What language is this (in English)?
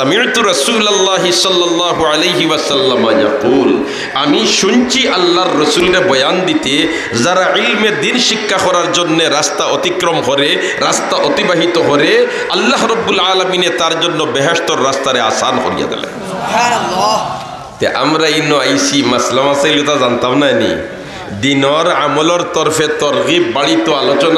Sylheti